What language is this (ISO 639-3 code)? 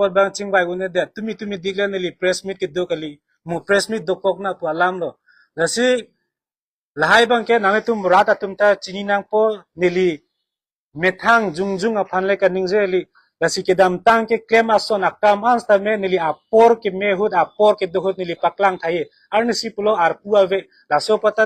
mjw